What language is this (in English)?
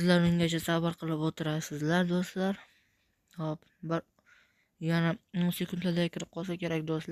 Uzbek